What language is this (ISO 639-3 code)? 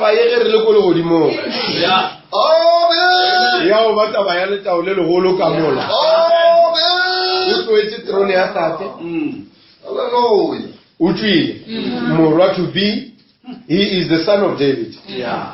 nso